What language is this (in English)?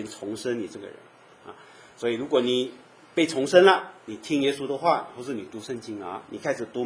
Chinese